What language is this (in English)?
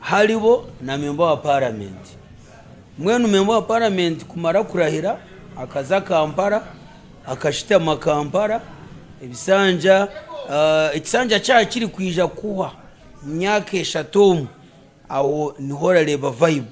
Nyankole